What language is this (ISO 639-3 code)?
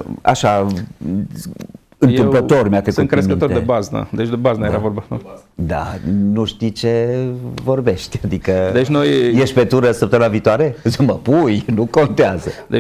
ron